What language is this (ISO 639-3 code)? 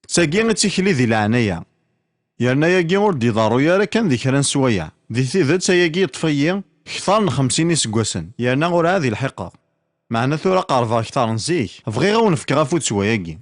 kab